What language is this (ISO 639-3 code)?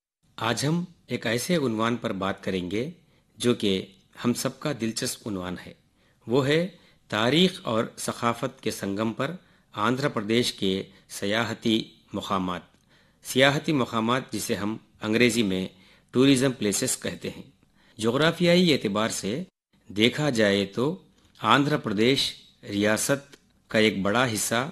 urd